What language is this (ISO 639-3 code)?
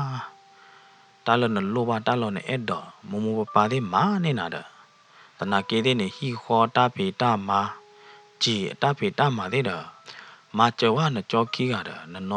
ksw